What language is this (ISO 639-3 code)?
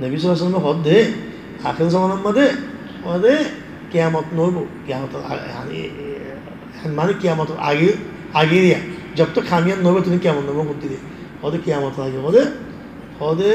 rhg